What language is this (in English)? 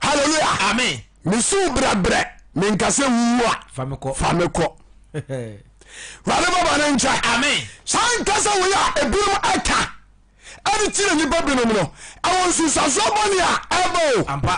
Akan